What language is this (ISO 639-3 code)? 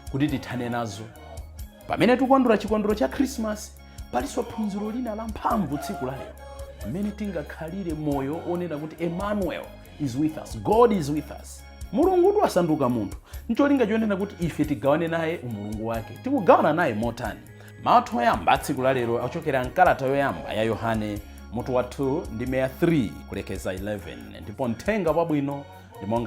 nya